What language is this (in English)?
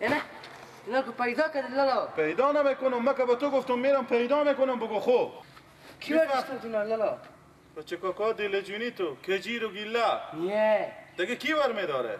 Persian